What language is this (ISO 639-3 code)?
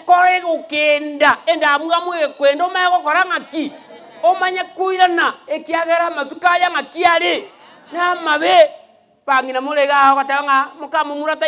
guz